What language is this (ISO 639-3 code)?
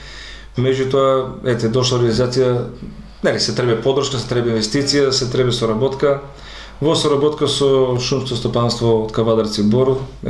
mkd